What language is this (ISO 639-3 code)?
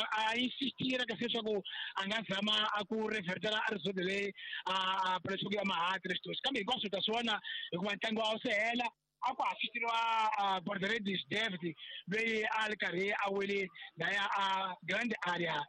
tso